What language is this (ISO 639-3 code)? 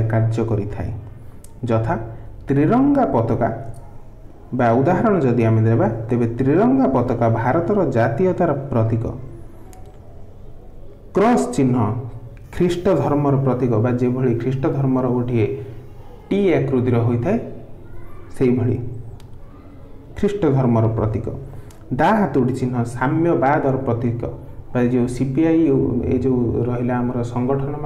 ori